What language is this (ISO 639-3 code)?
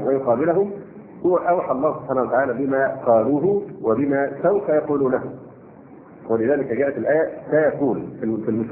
ara